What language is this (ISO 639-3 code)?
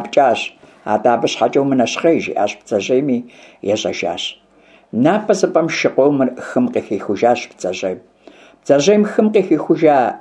kbd